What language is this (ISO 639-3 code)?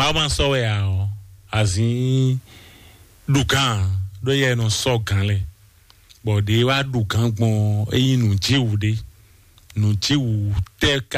fon